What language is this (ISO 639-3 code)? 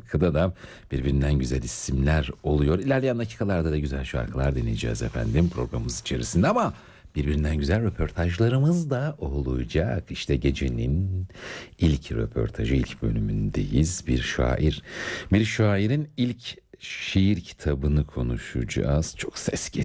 tur